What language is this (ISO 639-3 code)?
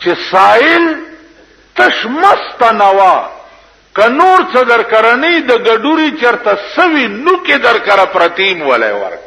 pus